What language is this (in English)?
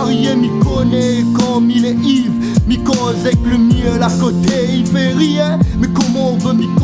Réunion Creole French